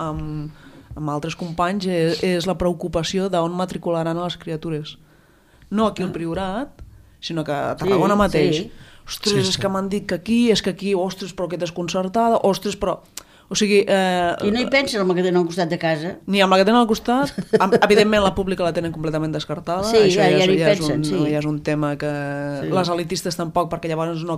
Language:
Catalan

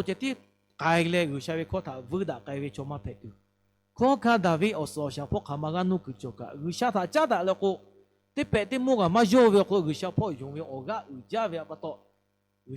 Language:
Lahu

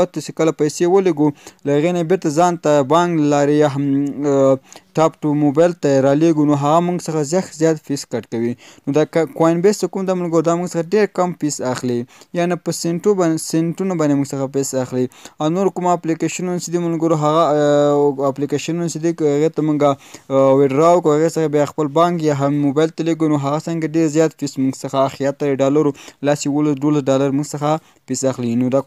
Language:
Pashto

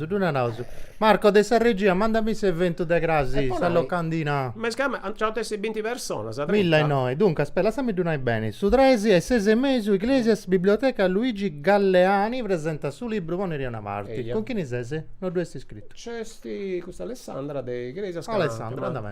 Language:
Sardinian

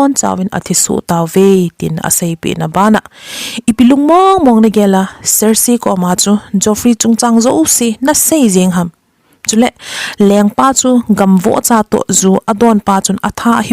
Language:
Thado Chin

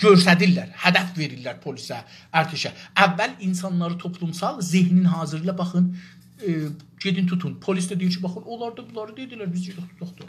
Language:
South Azerbaijani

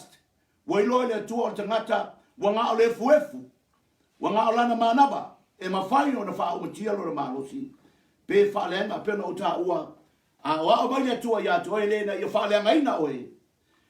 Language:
Samoan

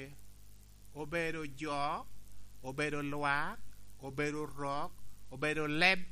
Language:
Lango (Uganda)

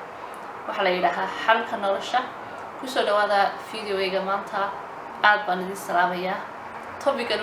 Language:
Somali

